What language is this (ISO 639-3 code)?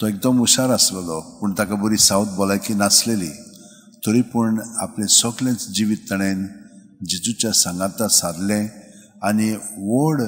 kok